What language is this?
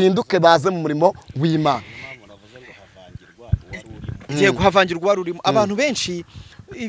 Kinyarwanda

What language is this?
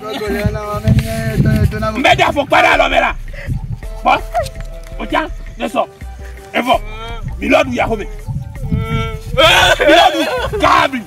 Ewe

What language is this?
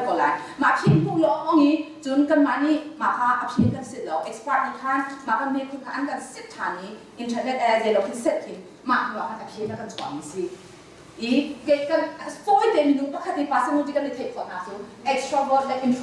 Hakha Chin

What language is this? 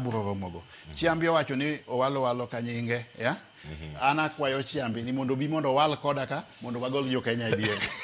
Luo (Kenya and Tanzania)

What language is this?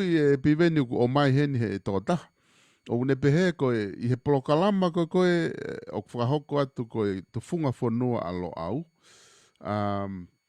Tongan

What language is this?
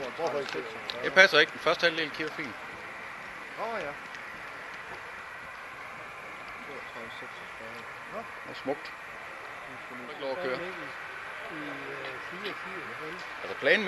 Danish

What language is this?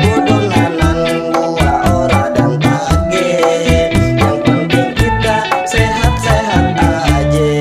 Betawi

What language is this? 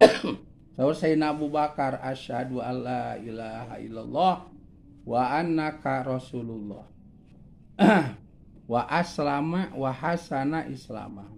Sundanese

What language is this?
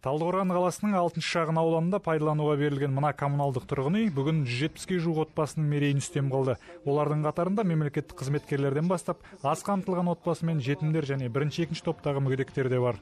Kazakh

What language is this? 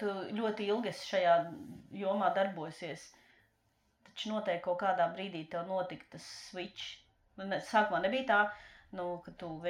Latvian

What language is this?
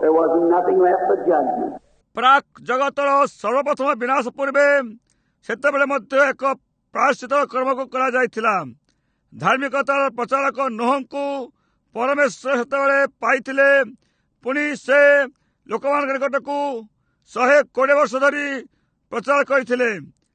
Odia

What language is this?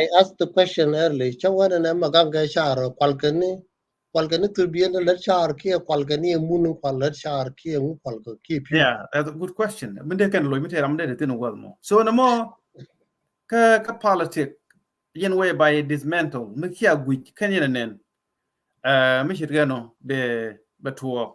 Nuer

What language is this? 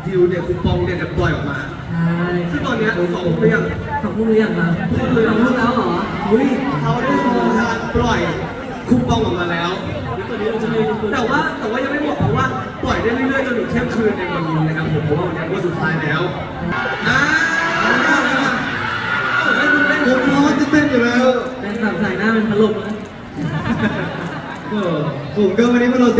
Thai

